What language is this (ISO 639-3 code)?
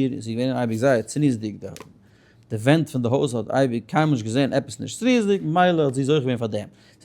yid